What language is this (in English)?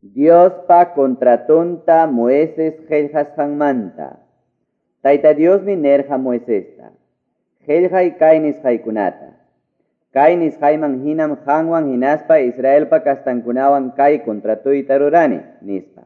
Quechua